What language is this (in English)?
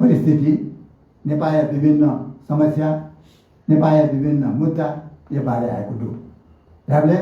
Newari